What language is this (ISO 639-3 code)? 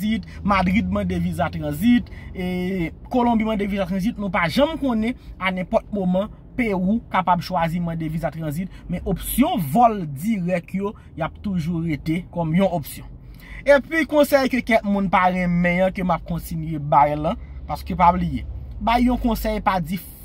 hat